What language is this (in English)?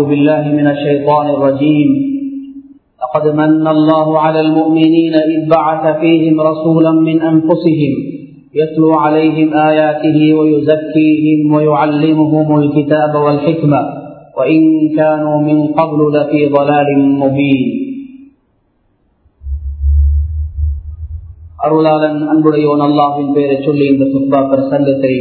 Tamil